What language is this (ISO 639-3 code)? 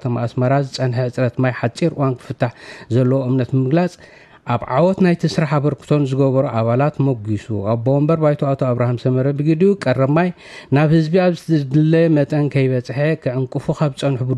tir